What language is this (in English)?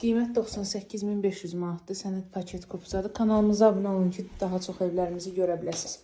Azerbaijani